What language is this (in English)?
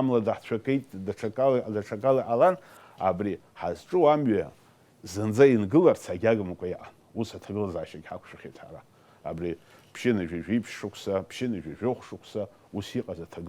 Abkhazian